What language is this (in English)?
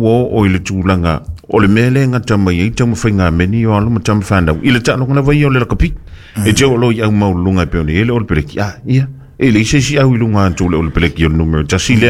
Samoan